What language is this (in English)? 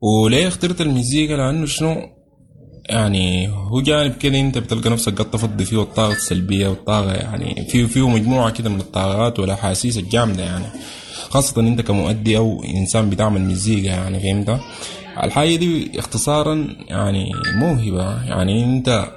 Sudanese Arabic